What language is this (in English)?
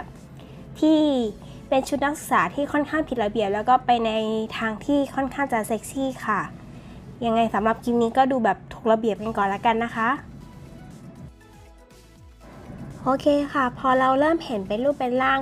Thai